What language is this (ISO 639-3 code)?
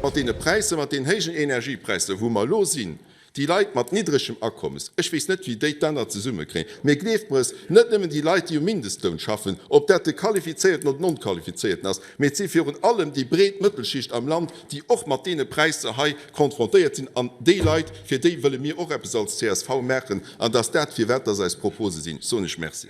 ltz